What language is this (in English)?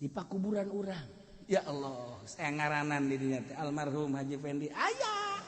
Sundanese